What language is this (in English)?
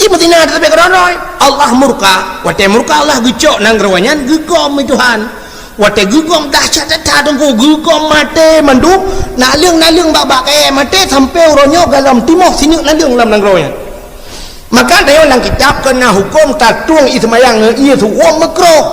Achinese